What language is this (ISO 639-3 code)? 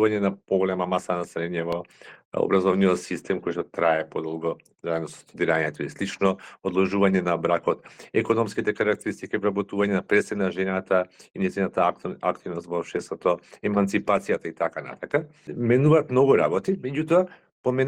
mkd